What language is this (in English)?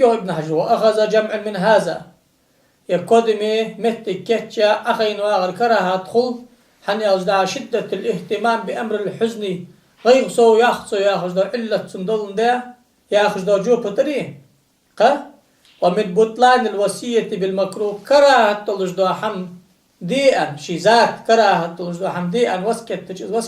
Ingush